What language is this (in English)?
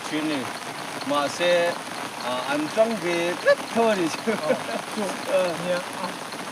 Mizo